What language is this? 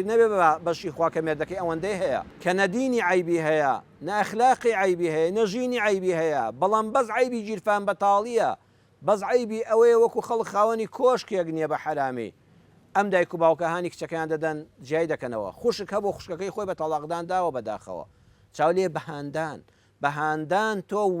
Central Kurdish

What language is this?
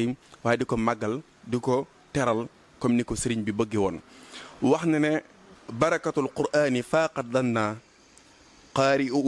Wolof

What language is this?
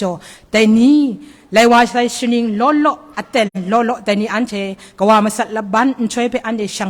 Kachin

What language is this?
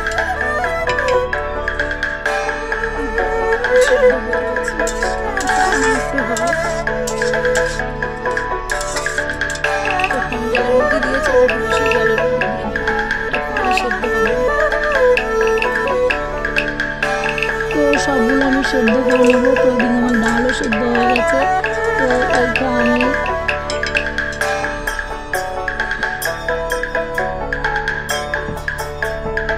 Bangla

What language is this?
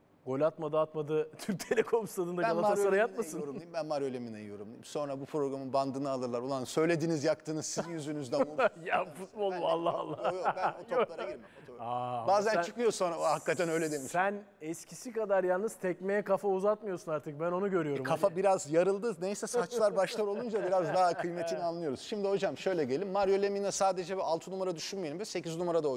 Turkish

